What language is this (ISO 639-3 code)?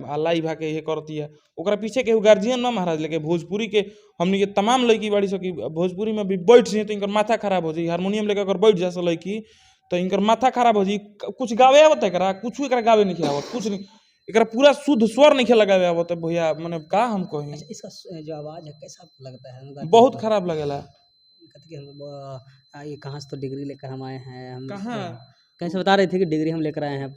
bho